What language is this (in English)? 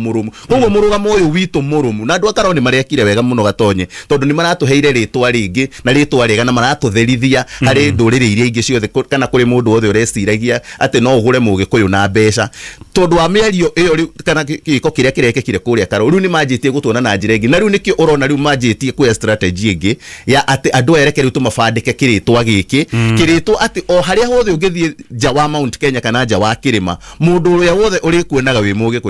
Kikuyu